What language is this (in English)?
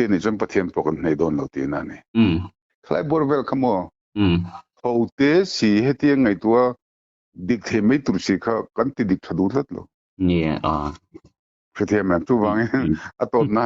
Mizo